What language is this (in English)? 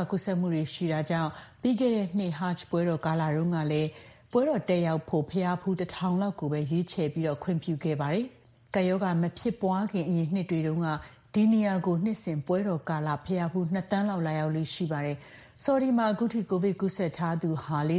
Burmese